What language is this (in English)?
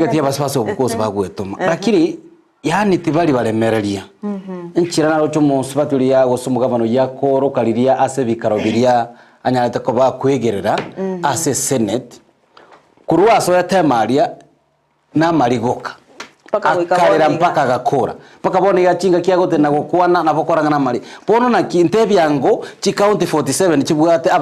Gusii